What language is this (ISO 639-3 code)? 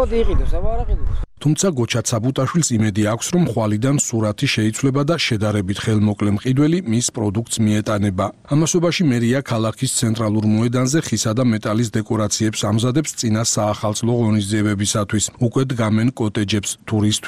kat